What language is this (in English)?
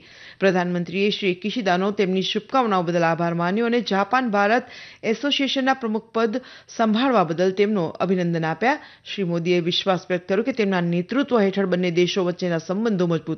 Gujarati